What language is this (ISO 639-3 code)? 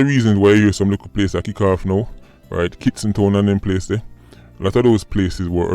jam